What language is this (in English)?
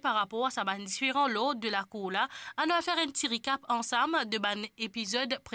Morisyen